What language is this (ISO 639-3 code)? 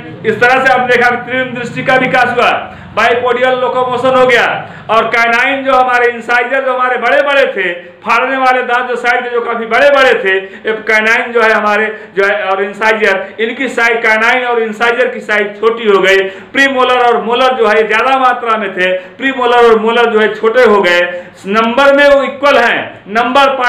hin